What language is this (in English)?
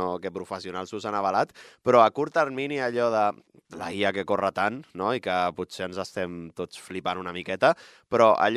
Catalan